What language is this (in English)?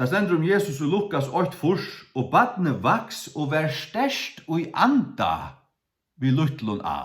Faroese